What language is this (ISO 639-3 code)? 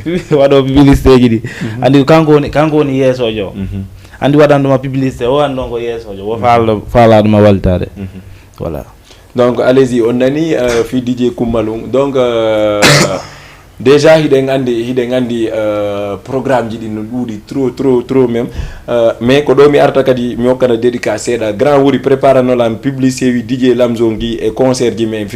ful